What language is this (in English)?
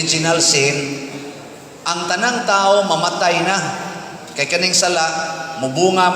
Cebuano